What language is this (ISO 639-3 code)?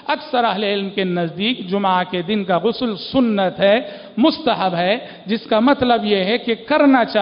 urd